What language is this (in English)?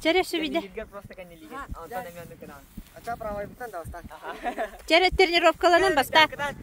Yakut